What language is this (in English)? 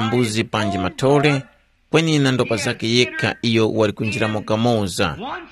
Tumbuka